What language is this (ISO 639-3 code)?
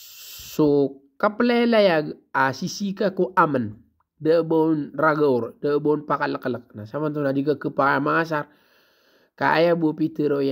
mrw